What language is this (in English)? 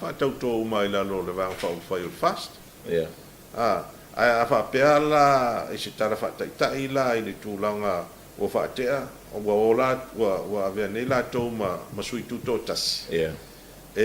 Samoan